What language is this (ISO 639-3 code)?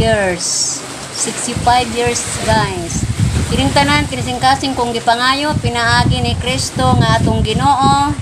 ceb